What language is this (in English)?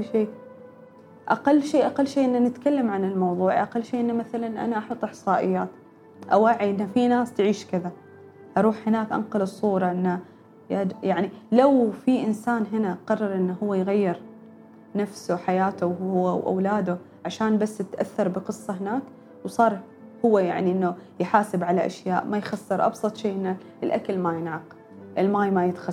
Gulf Arabic